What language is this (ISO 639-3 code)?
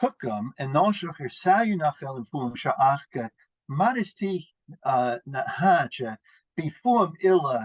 gla